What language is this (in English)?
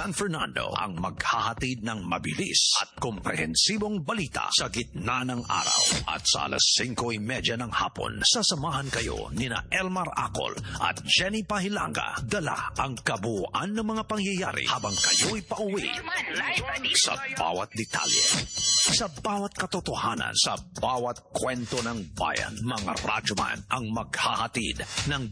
Filipino